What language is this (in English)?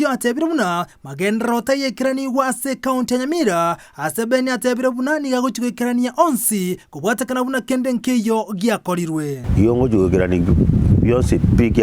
Gusii